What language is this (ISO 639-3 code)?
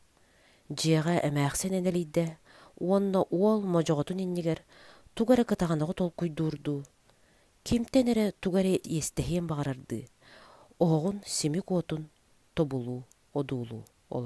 sah